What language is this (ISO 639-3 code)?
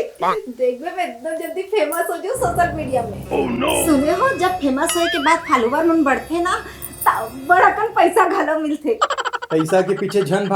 hne